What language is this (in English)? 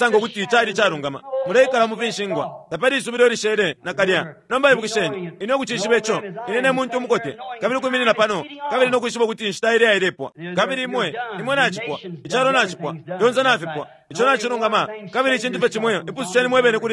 Bemba